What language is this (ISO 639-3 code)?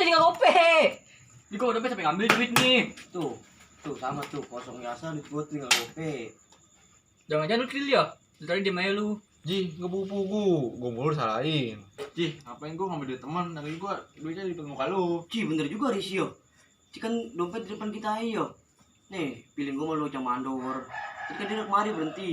bew